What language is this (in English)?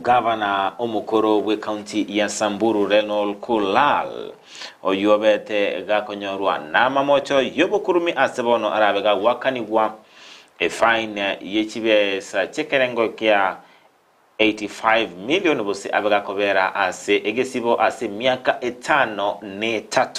Gusii